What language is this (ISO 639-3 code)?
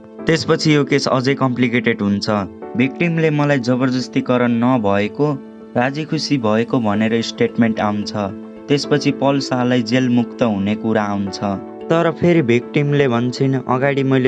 nep